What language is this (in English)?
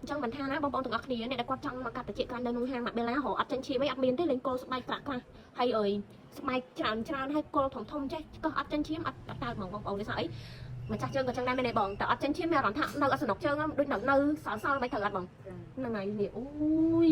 Khmer